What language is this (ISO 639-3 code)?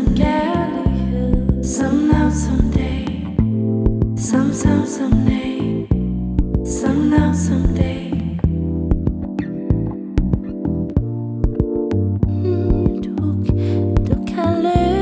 dan